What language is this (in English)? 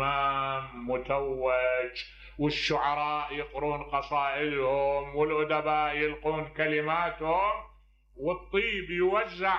Mesopotamian Arabic